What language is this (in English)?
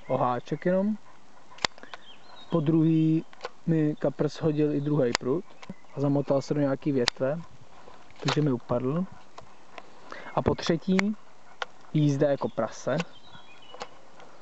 Czech